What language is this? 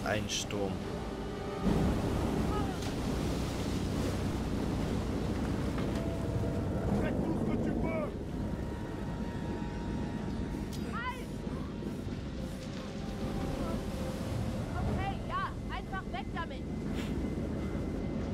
German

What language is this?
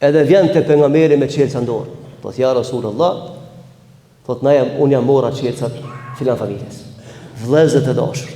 Albanian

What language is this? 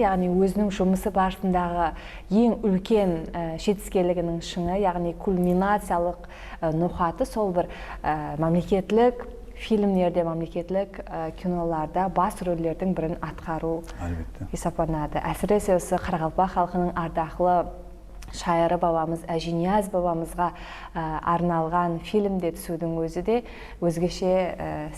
Kara-Kalpak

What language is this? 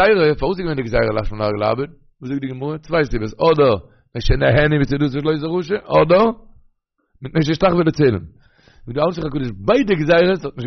Yiddish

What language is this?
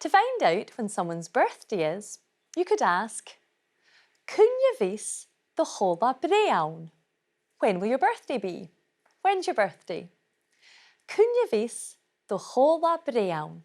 Scottish Gaelic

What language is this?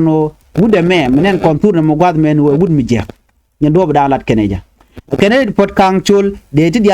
Nuer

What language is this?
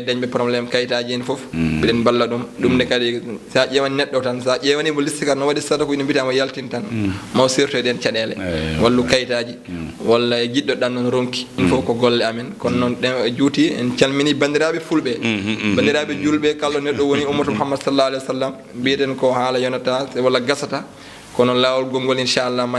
Fula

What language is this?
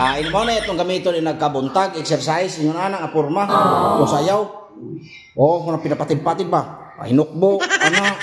Cebuano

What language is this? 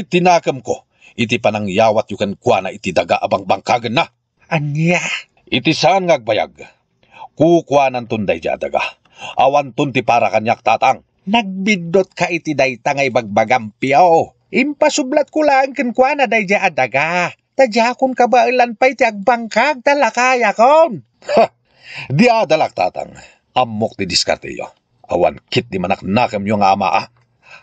Iloko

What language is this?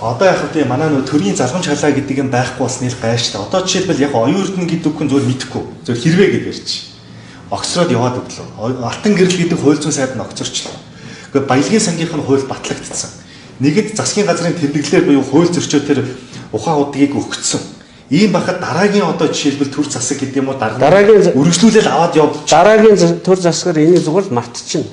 Mongolian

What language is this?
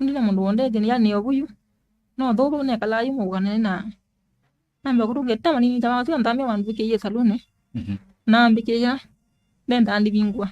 Kamba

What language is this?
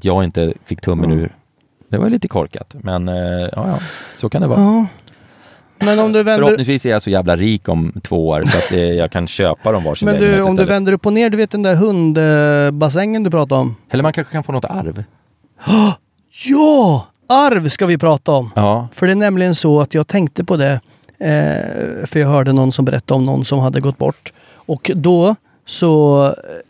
Swedish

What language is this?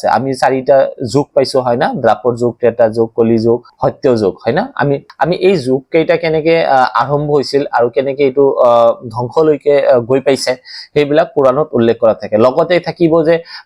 Assamese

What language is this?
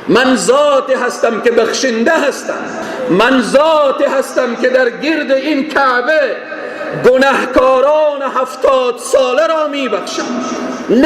Persian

